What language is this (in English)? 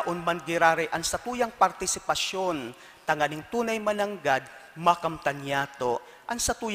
Bikol